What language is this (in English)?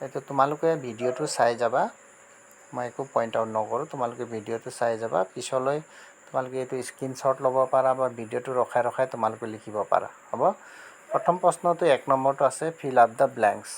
Assamese